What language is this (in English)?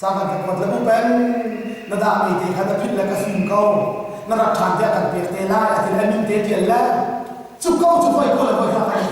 Hakha Chin